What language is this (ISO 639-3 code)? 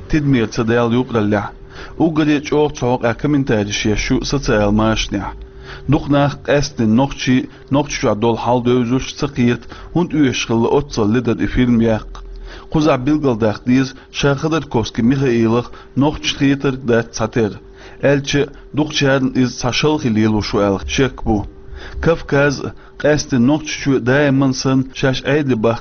che